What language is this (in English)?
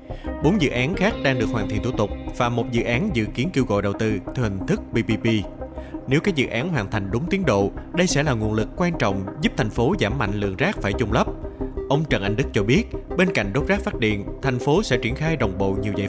Vietnamese